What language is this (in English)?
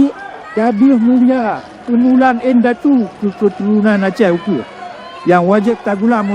Achinese